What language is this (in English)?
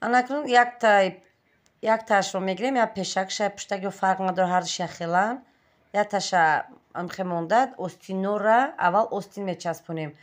Tajik